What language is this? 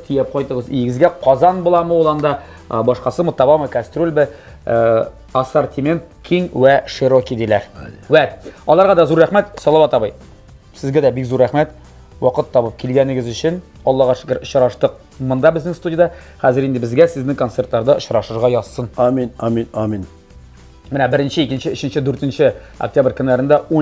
Tatar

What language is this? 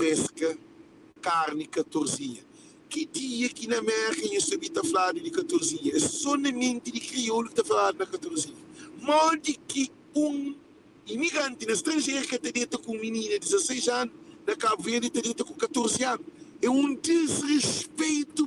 Kabuverdianu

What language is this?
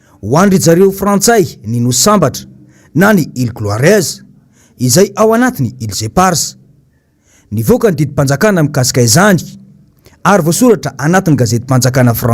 Malagasy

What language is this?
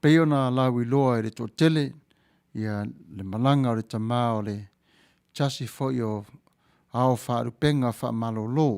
Samoan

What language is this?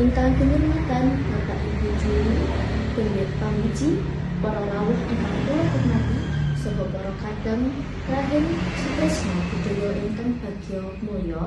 Javanese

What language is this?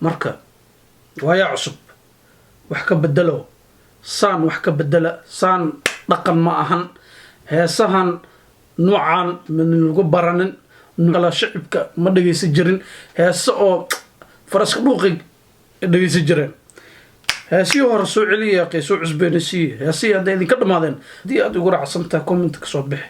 Somali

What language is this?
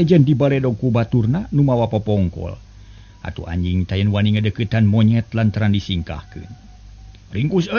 Sundanese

